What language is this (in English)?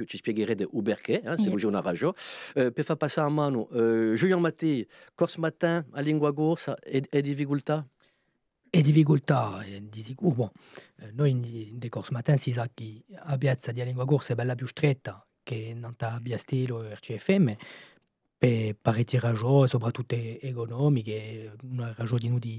Corsican